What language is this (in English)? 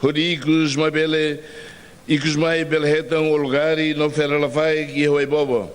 Tetum